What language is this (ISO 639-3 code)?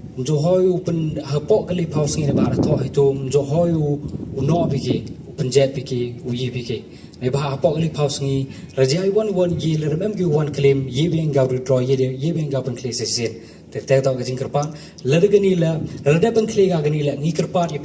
kha